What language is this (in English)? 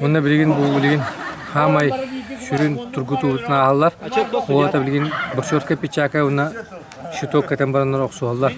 Yakut